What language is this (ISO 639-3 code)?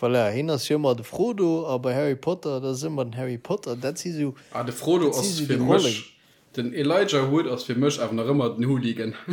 ltz